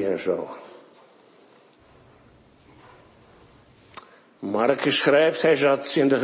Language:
Dutch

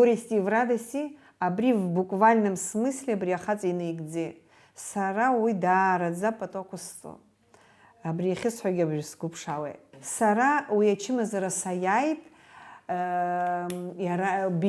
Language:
Abkhazian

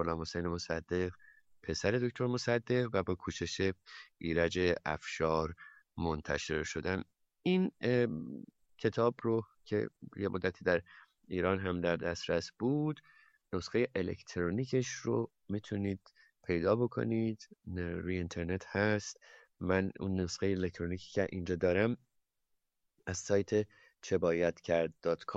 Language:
Persian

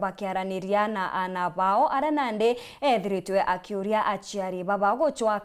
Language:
Meru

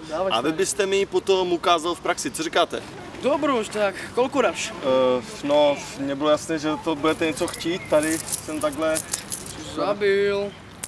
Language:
Czech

